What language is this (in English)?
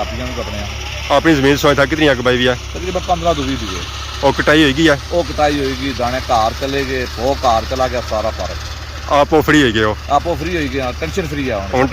Pahari-Potwari